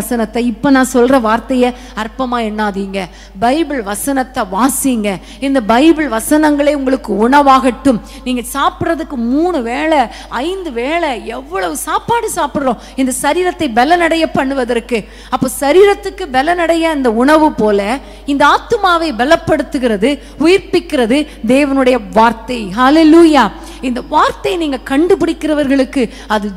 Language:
Tamil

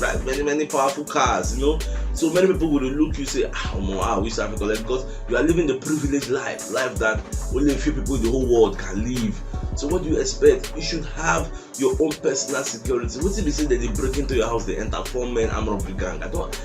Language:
Nigerian Pidgin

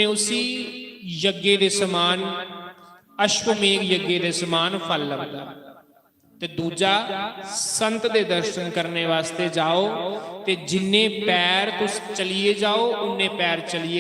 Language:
Dogri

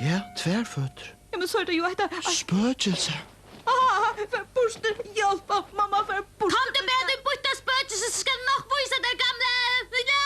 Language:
Faroese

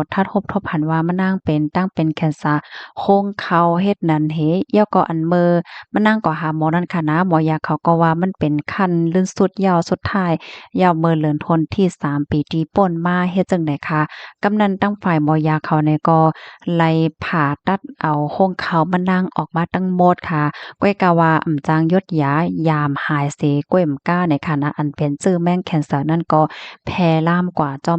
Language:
Shan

